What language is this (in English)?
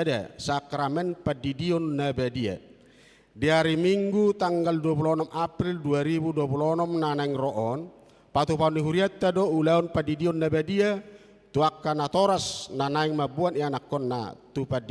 Batak Toba